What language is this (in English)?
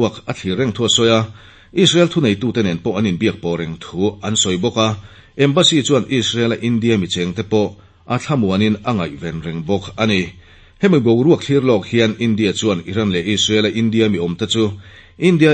Mizo